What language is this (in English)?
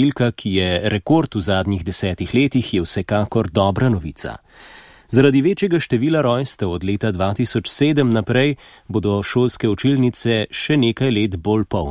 Slovenian